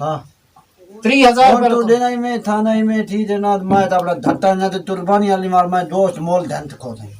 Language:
Saraiki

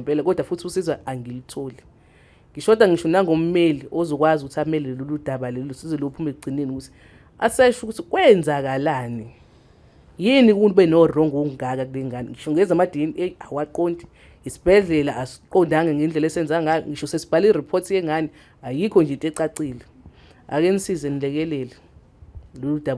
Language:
Zulu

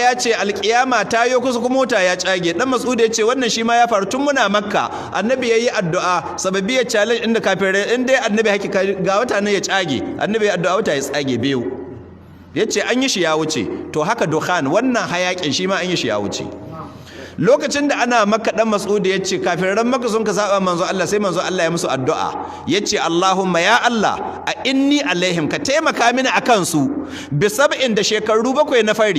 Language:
Hausa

